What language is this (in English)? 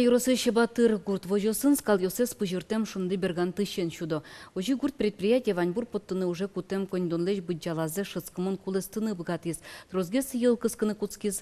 Udmurt